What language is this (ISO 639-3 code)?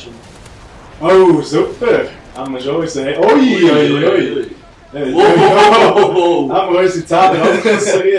gsw